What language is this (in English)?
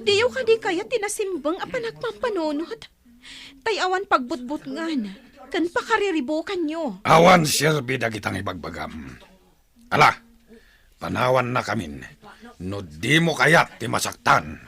Iloko